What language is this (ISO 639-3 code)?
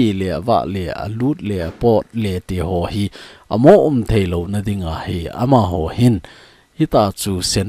tcz